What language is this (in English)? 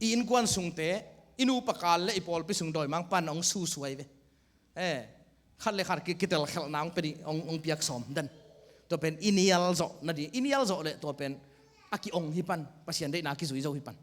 Tedim Chin